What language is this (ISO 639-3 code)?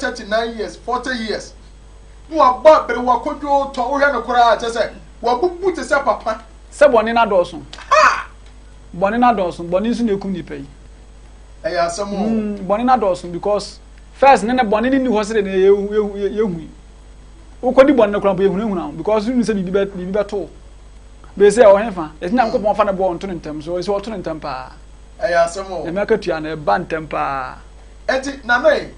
aka